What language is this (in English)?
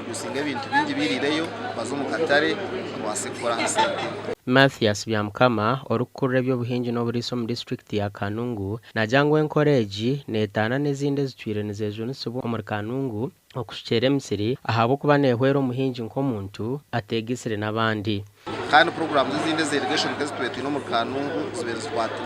Nyankole